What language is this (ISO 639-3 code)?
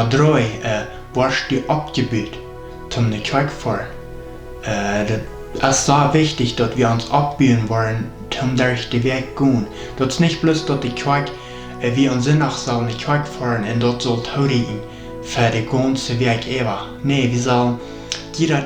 pdt